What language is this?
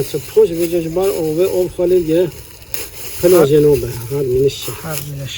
Kurdish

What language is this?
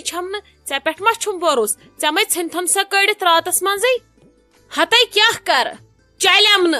Kashmiri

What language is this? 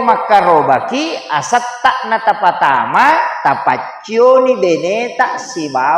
Buginese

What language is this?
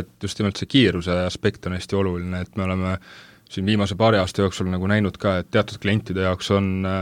Estonian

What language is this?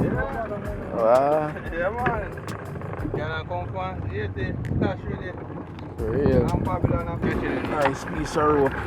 Jamaican Creole English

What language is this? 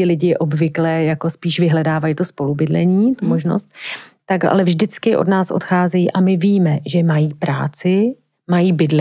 Czech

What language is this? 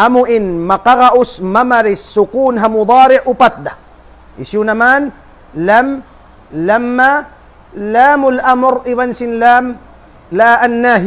Tausug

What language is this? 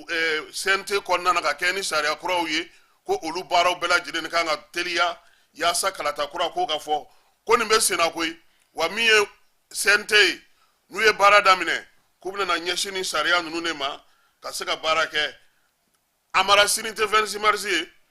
Bambara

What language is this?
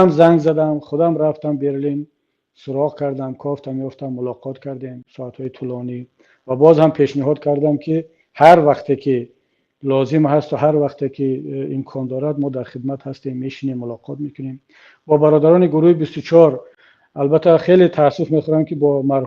Tajik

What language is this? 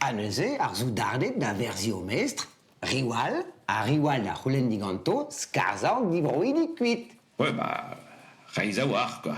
Breton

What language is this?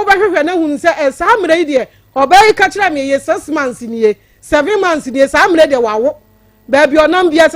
Akan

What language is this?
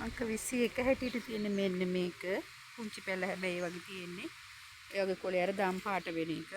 Sinhala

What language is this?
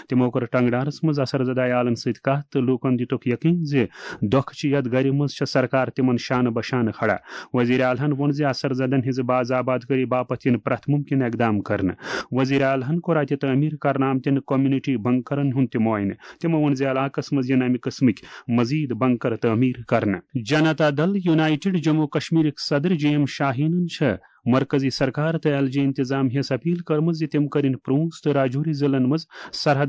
Kashmiri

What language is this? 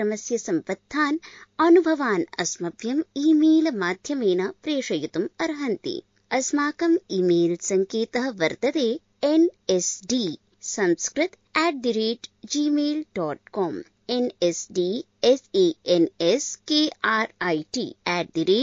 Sanskrit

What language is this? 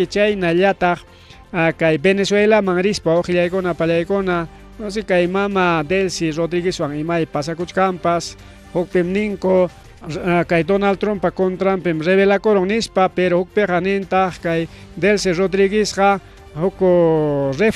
Ayacucho Quechua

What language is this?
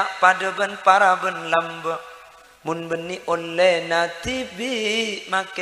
Madurese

